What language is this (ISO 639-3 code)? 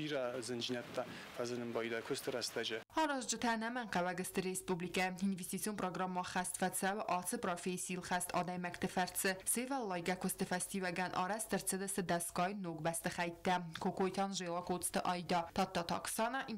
oss